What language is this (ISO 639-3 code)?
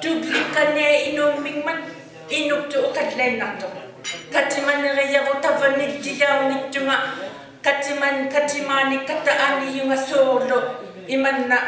iku